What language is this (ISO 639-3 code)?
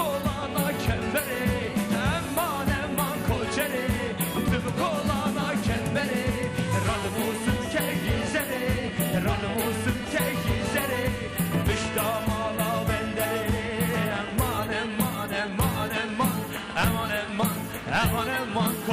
kur